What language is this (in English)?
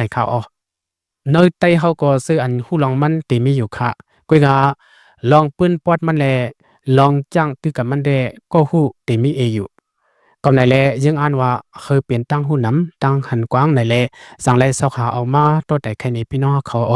Lao